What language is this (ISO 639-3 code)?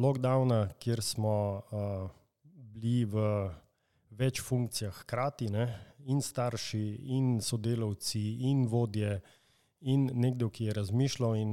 slv